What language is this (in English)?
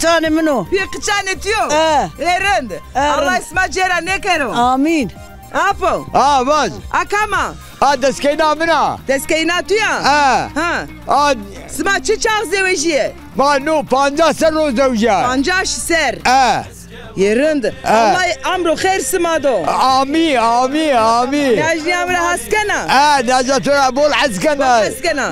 Zaza